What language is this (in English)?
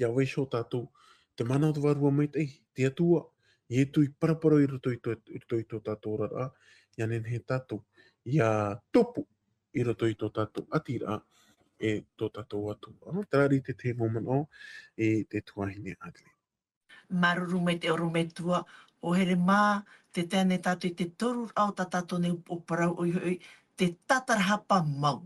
Tahitian